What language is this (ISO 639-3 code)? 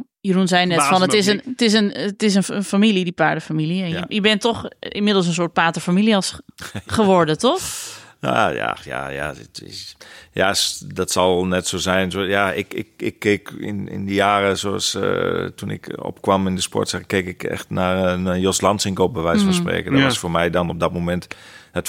nld